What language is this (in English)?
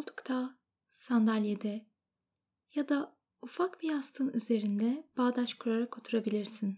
Turkish